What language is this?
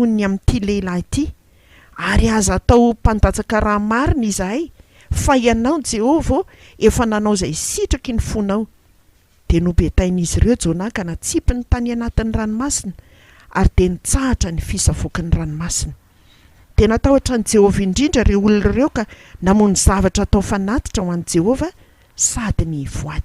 Malagasy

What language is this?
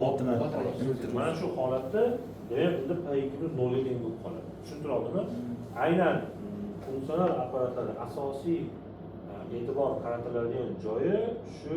Uzbek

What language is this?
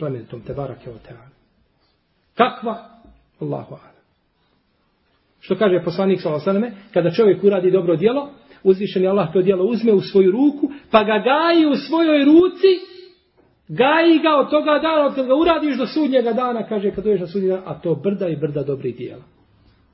Bosnian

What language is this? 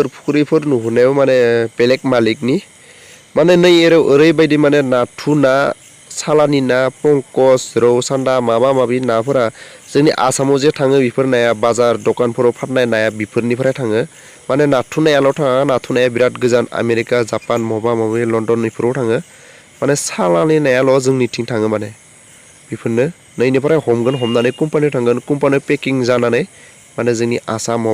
Bodo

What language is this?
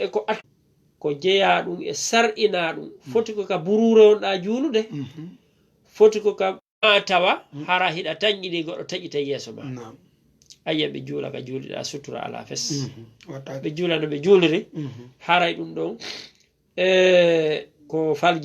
Fula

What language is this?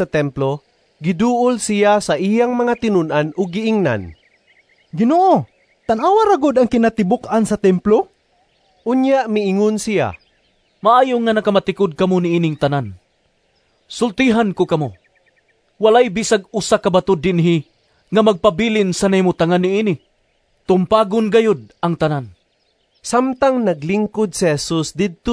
Cebuano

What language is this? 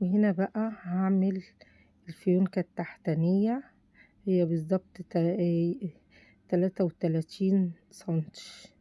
Egyptian Arabic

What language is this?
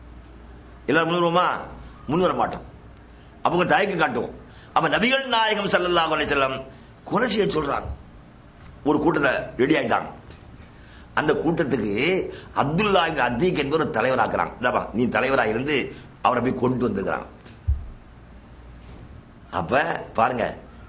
Tamil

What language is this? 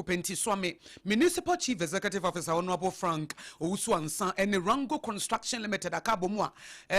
Akan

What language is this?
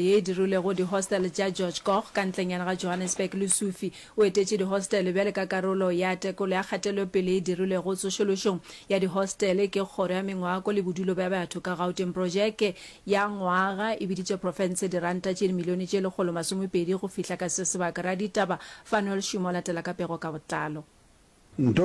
Northern Sotho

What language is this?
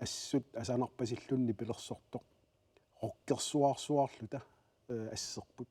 Kalaallisut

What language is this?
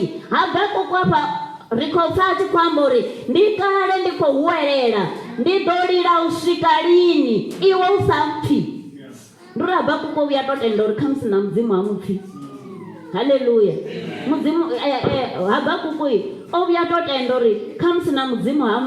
Venda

